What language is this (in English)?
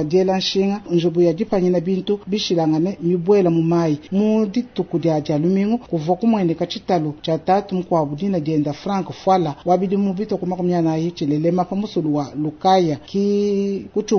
Luba-Lulua